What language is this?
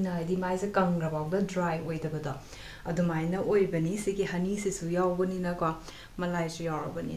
Manipuri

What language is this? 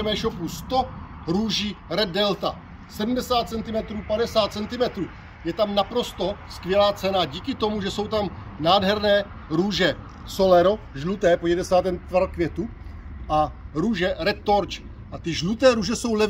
Czech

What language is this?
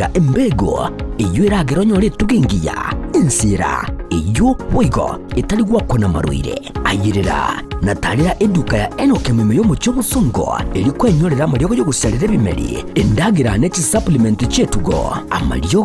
Gusii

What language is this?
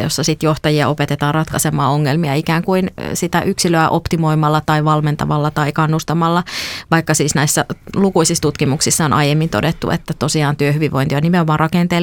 Finnish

